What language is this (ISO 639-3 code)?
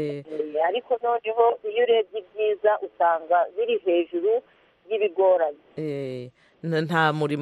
kin